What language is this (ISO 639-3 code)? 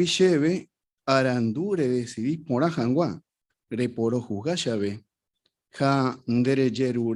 grn